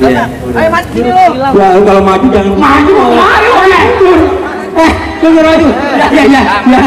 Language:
Betawi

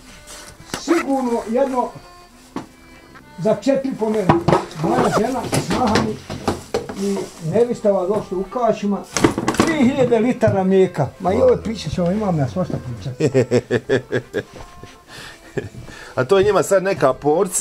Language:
Bosnian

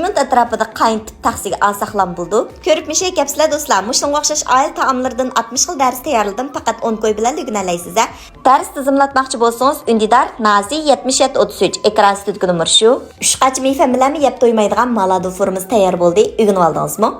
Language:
Uyghur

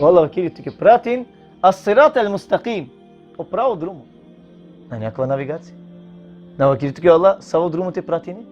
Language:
Balkan Romani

